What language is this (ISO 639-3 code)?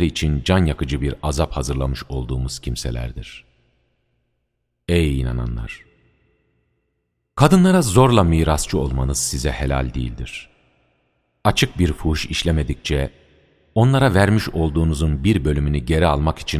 tur